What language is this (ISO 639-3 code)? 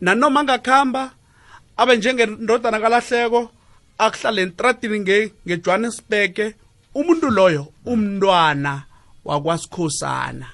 nbl